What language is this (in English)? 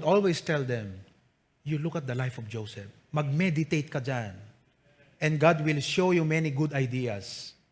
Iloko